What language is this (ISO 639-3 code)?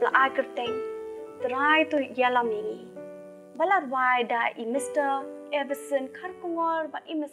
kha